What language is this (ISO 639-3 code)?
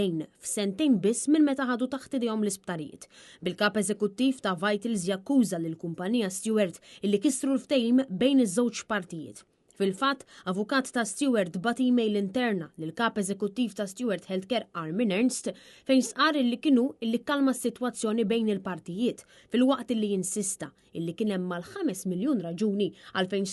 mlt